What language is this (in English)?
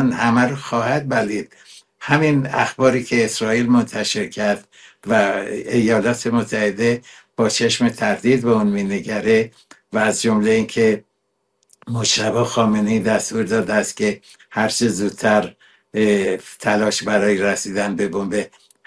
Persian